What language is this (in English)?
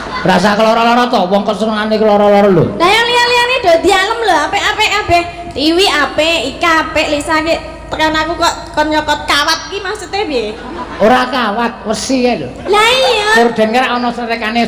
Javanese